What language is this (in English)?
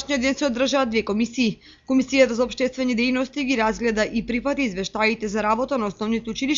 Macedonian